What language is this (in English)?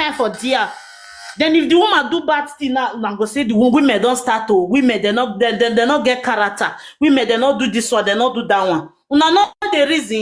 Nigerian Pidgin